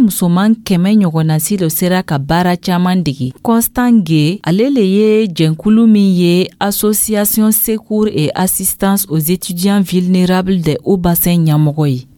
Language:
Dyula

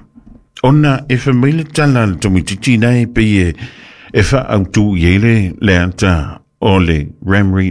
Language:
Samoan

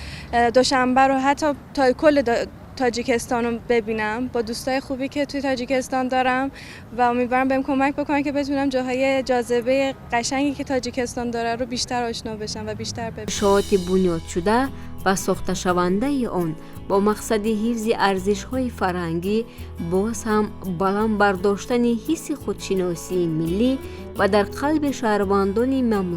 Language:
Tajik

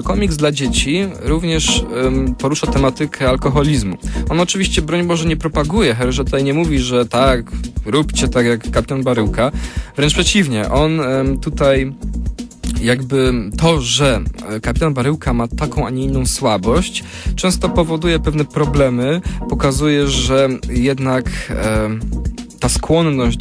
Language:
Polish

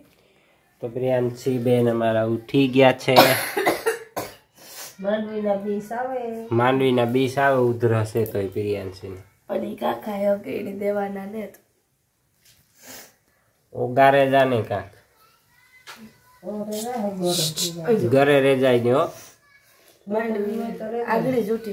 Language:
Gujarati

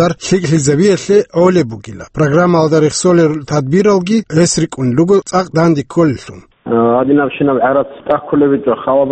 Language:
Avaric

